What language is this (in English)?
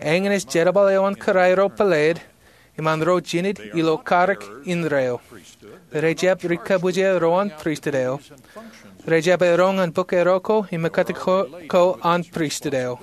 Marshallese